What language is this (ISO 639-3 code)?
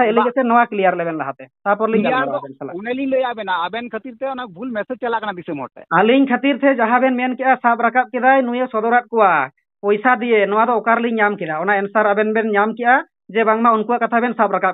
sat